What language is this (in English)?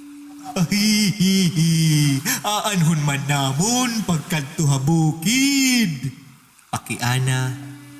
Waray